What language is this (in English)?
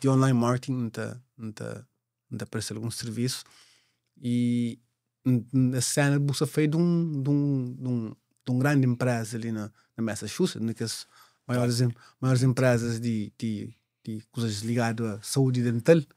Kabuverdianu